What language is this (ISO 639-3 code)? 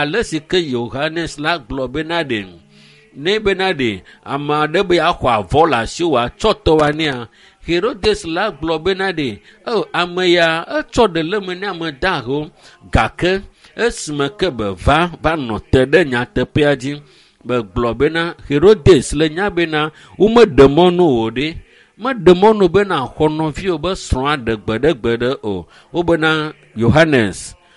ewe